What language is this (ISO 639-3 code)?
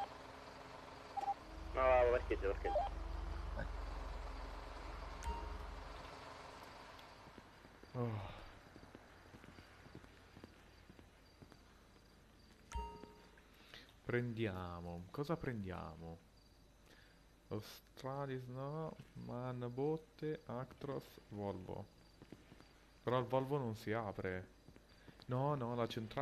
ita